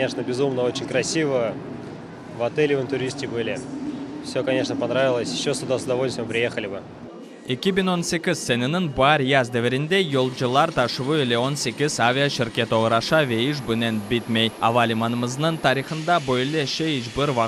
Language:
Crimean Tatar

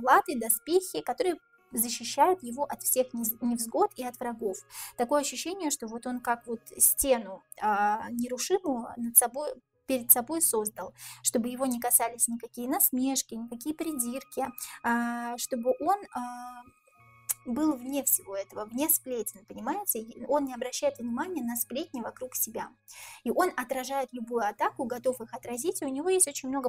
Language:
Russian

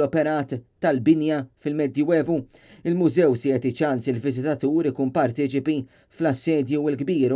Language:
Maltese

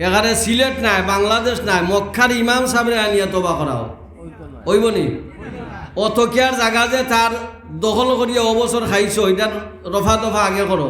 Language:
Sylheti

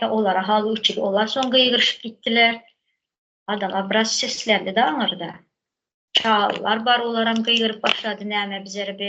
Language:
Turkmen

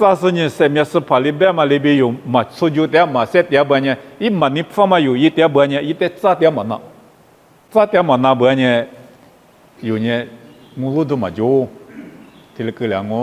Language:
Lisu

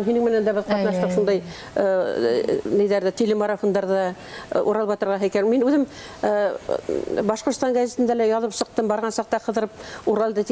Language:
Bashkir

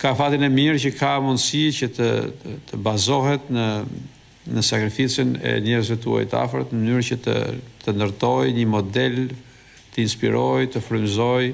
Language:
Albanian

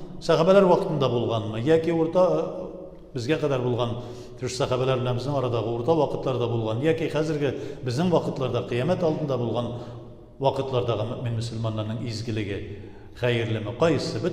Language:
Tatar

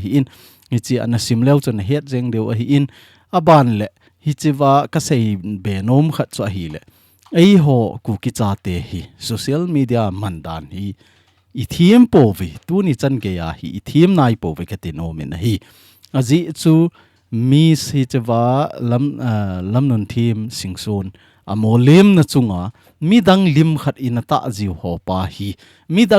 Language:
Thado Chin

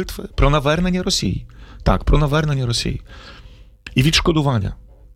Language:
Ukrainian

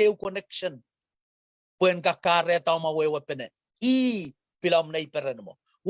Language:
Pohnpeian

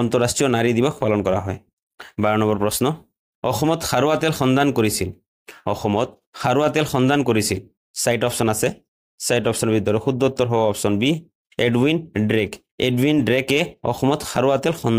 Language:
Assamese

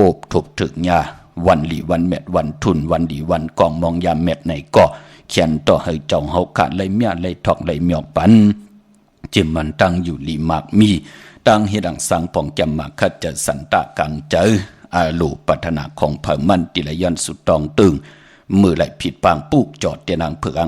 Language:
Shan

